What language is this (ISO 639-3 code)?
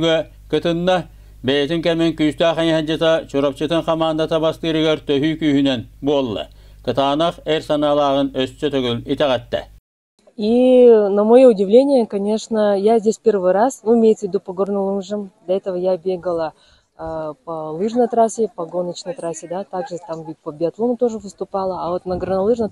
sah